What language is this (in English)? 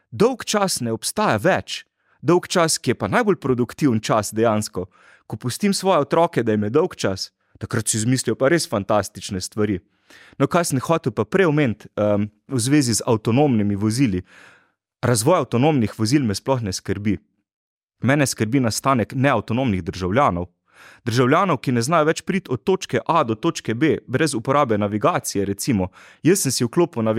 Slovenian